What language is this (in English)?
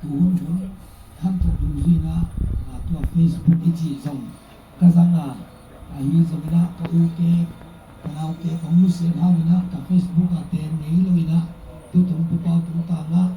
Tedim Chin